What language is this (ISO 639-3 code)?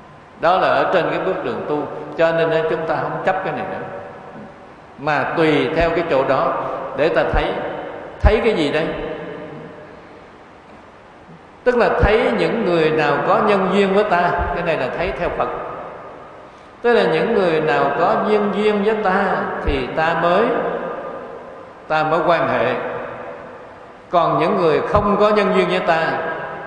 vie